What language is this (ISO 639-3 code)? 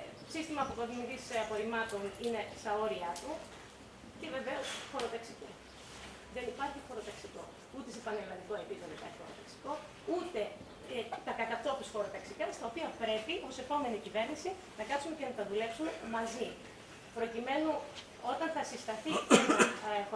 ell